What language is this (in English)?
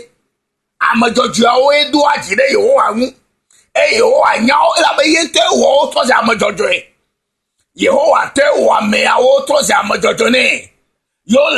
Ewe